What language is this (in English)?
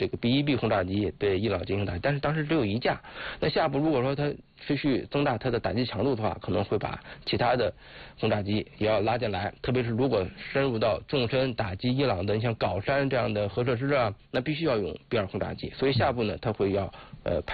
Chinese